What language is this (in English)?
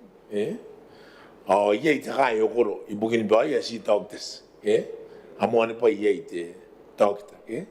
Gilbertese